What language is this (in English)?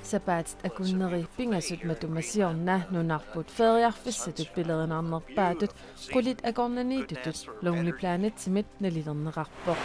Kalaallisut